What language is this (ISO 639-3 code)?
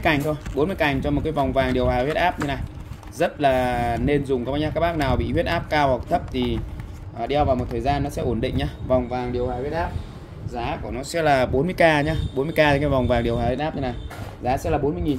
vie